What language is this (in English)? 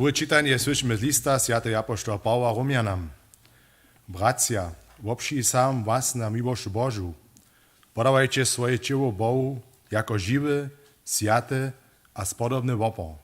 Upper Sorbian